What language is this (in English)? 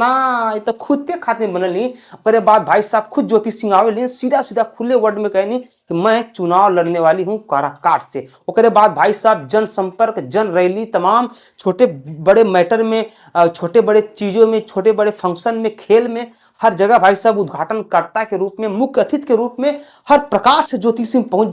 Bhojpuri